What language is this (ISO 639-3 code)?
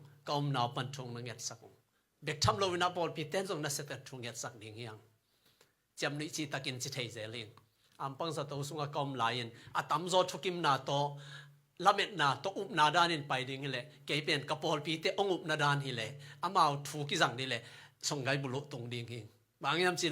ctd